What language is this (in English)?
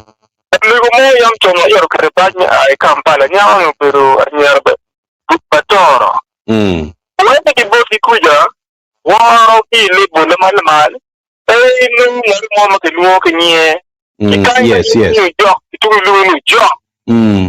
Acoli